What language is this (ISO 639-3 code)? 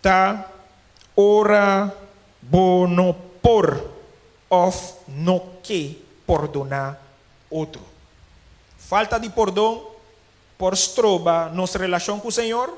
pap